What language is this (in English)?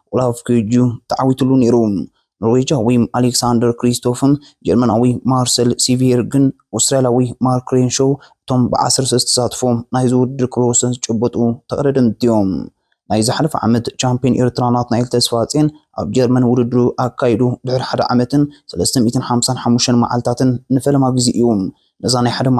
Tigrinya